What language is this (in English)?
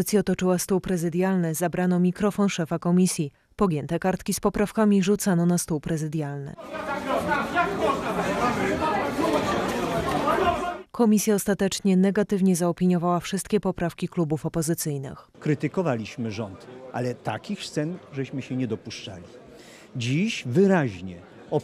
Polish